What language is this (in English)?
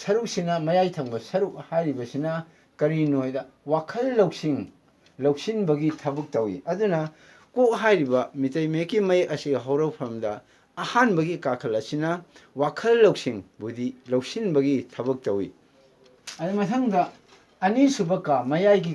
Manipuri